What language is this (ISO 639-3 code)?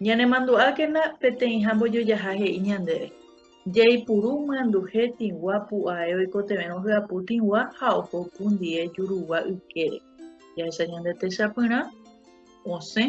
grn